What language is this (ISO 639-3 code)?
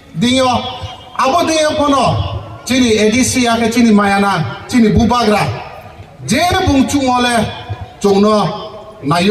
ria